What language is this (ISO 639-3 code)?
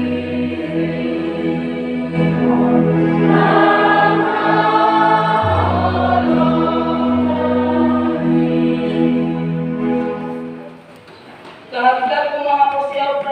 bbc